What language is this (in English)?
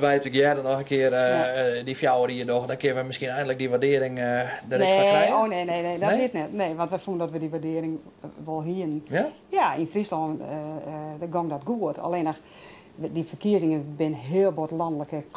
Western Frisian